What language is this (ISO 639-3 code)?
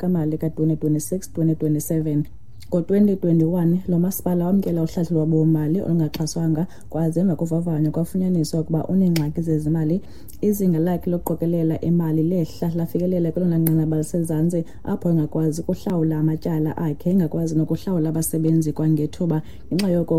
xho